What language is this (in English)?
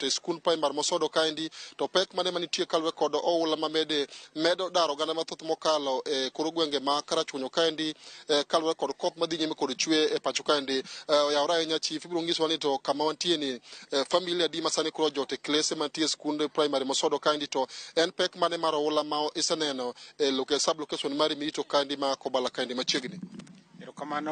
Luo (Kenya and Tanzania)